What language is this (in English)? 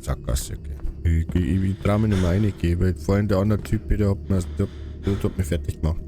Bavarian